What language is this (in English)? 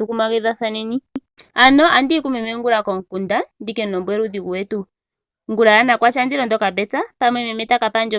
Ndonga